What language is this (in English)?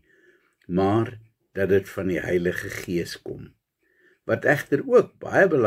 Afrikaans